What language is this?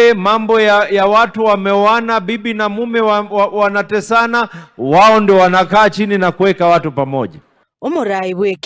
Gusii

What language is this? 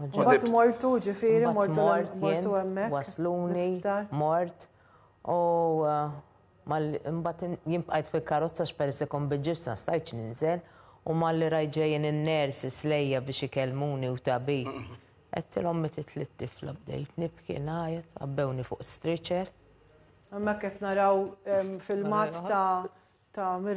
Maltese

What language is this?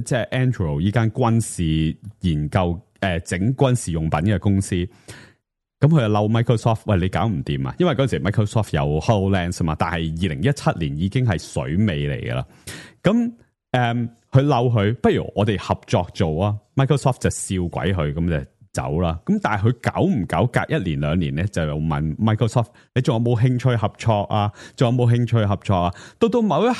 Cantonese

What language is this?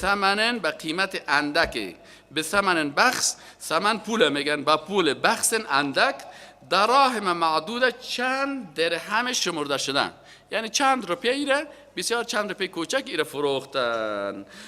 Persian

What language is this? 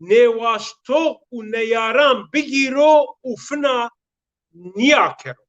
Zaza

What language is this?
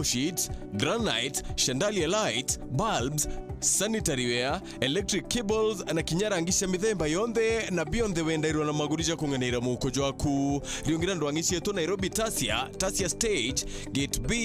Meru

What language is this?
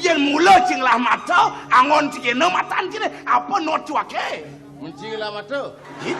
Balinese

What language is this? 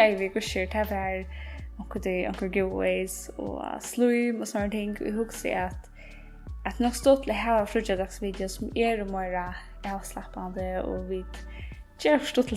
Faroese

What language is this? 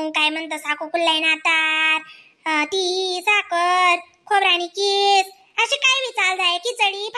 Khandesi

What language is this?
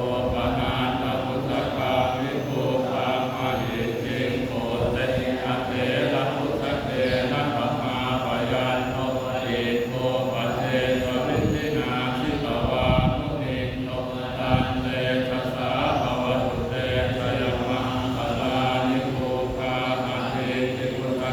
Pali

